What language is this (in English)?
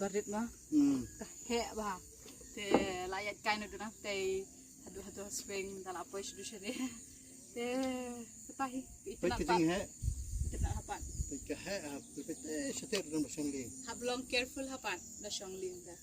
Khasi